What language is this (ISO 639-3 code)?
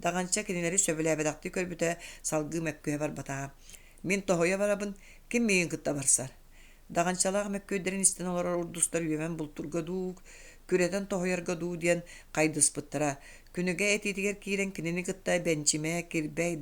sah